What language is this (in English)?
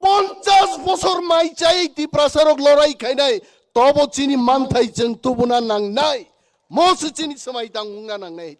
Kok Borok